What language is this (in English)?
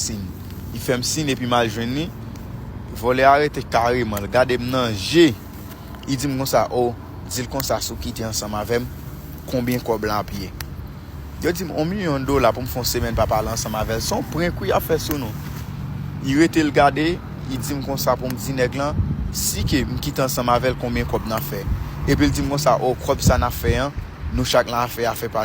Haitian Creole